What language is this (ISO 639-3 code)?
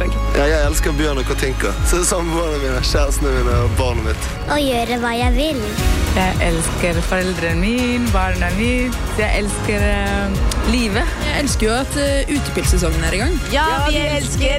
nor